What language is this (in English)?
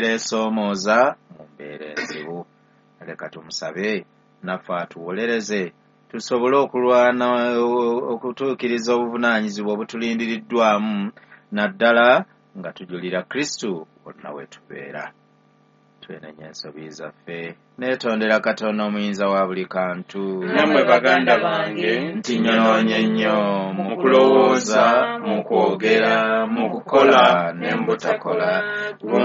Ganda